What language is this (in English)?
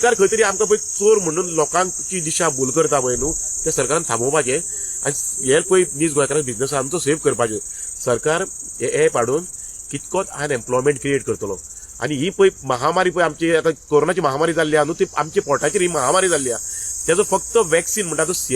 Konkani